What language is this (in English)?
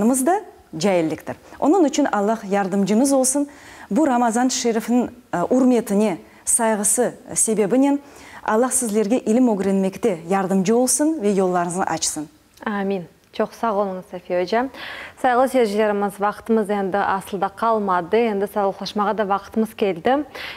Crimean Tatar